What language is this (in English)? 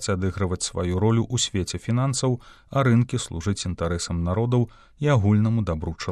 Belarusian